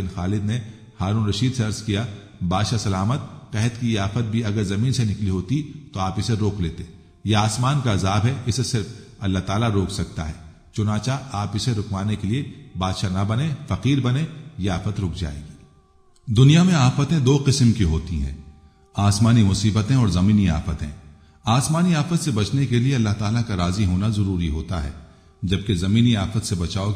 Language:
Urdu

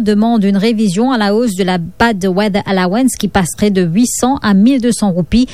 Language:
Morisyen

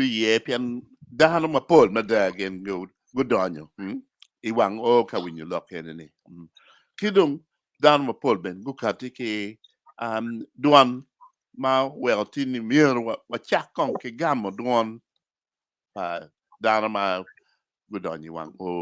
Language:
Acoli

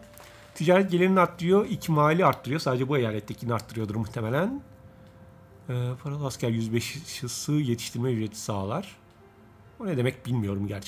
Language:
Turkish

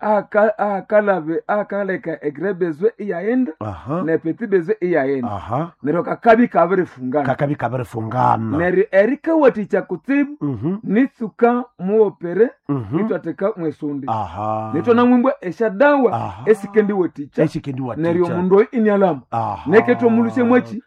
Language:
Nande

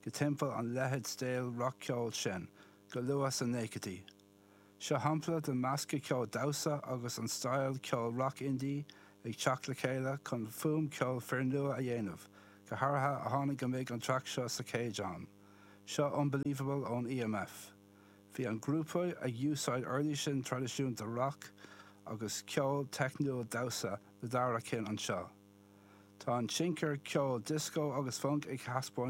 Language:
Irish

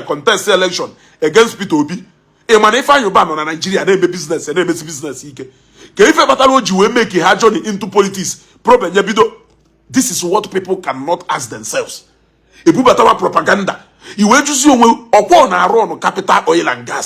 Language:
Igbo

